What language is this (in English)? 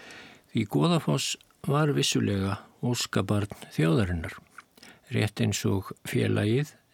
Icelandic